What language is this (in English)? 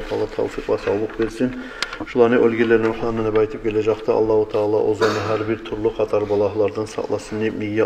Kumyk